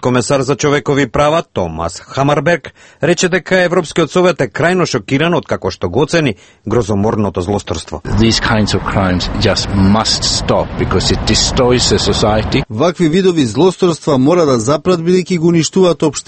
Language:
Macedonian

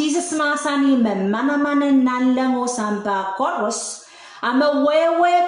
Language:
Pohnpeian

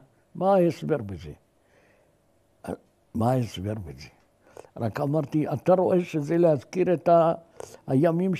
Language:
Hebrew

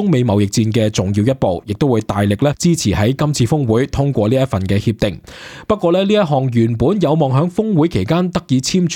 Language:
Cantonese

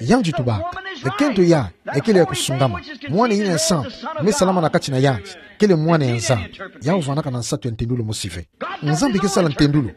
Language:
Kituba (Democratic Republic of Congo)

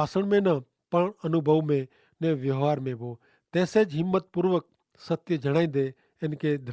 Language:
Kachhi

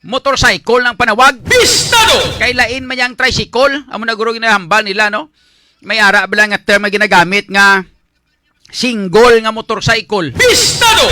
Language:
Hiligaynon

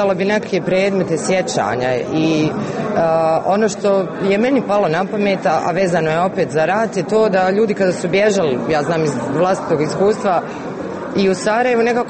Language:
Serbian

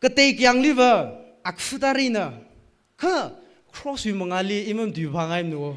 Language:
Tangkhul Naga (India)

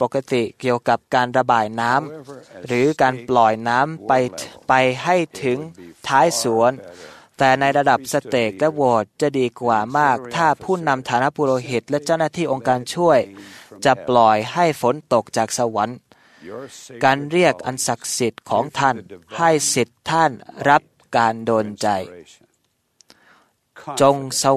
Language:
Thai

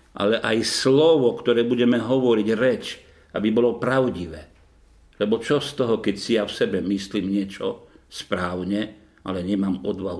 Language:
Slovak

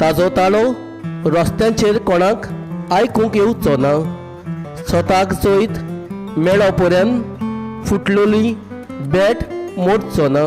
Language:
Konkani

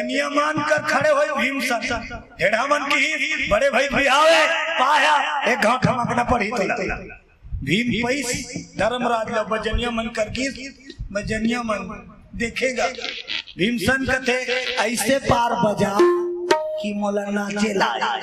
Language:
Chhattisgarhi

